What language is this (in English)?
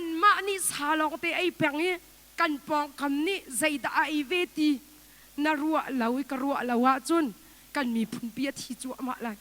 Hakha Chin